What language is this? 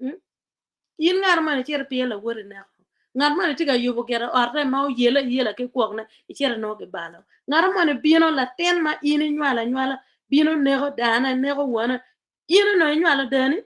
Acoli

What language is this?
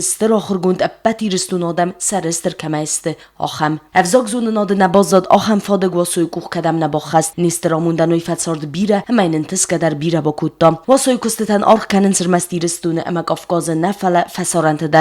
Ossetic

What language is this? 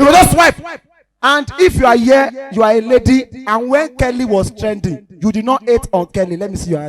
Nigerian Pidgin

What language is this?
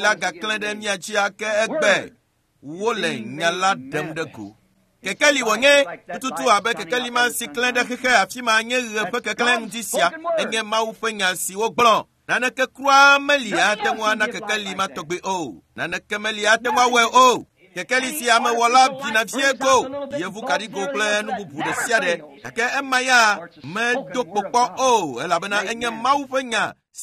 Ewe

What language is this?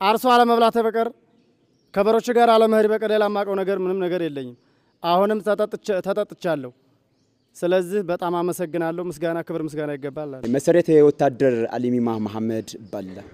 Amharic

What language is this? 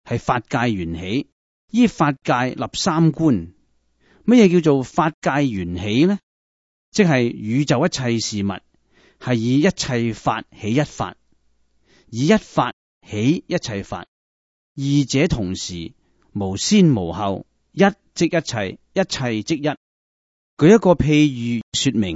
Cantonese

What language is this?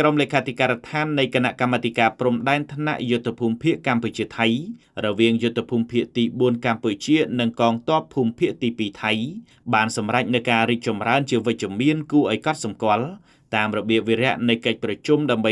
Khmer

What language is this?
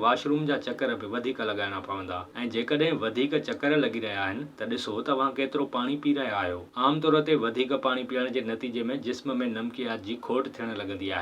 Sindhi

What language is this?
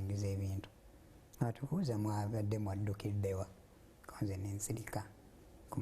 Ganda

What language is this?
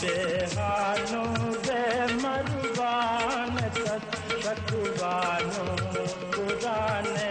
Divehi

